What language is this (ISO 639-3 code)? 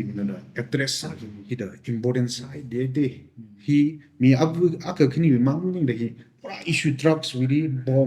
nmf